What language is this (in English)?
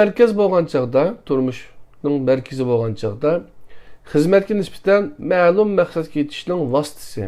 Uyghur